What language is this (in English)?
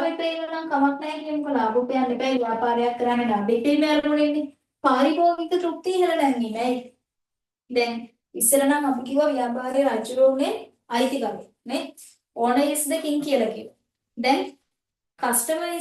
Sinhala